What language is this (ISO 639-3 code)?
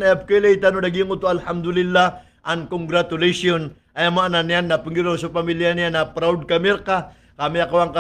mrw